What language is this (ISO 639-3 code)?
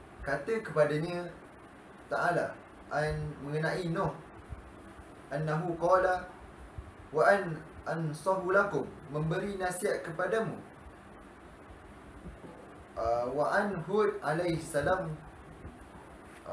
msa